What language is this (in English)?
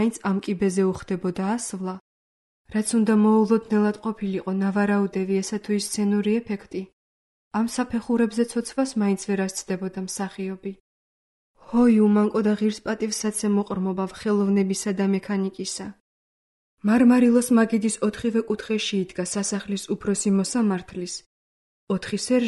Georgian